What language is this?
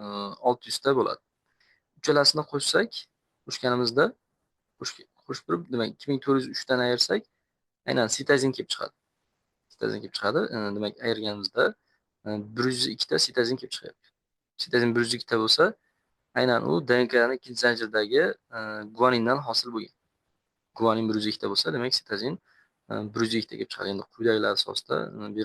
Uzbek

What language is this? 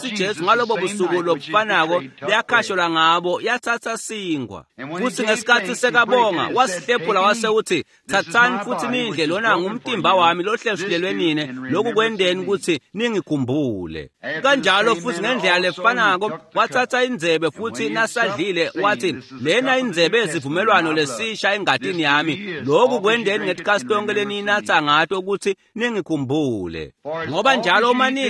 Swati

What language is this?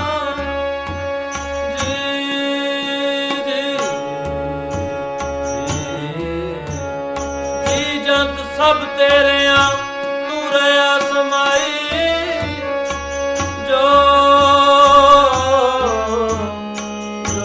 Punjabi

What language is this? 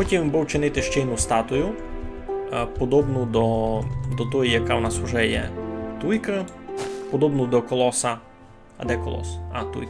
Rusyn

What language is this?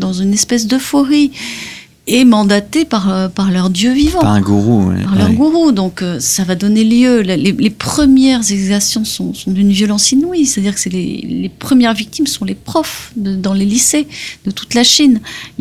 French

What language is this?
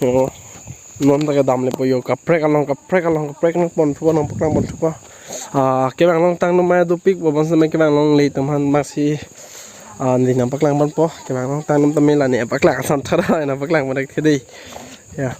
Karbi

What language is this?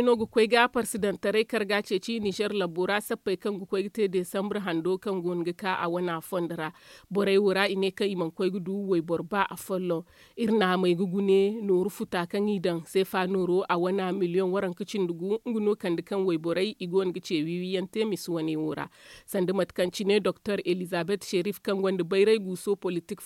Zarma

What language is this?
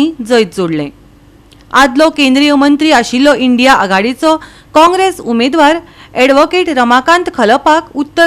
Konkani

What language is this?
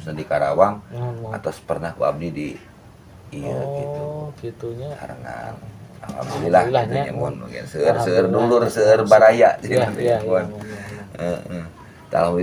Sundanese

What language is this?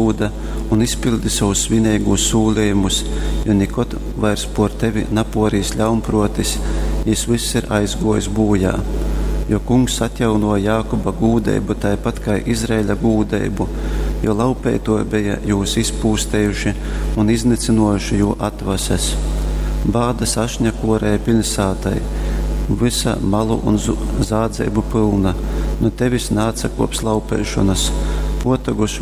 Latgalian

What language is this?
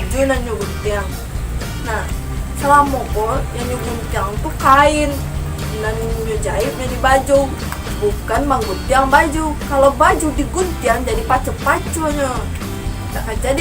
Minangkabau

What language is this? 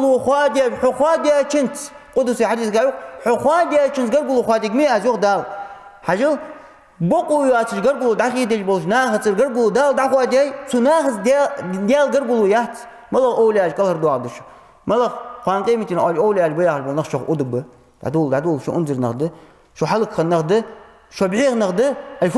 Ingush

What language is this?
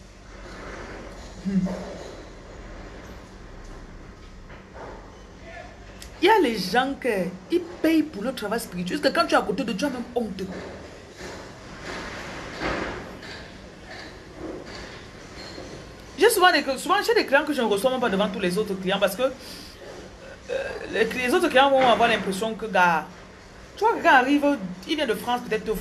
French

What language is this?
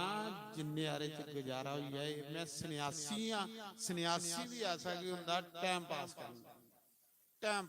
Dogri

